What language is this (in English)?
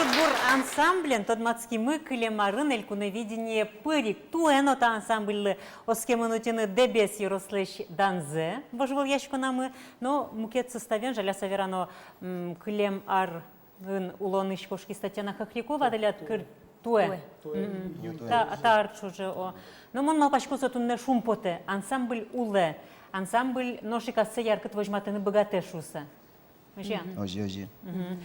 Udmurt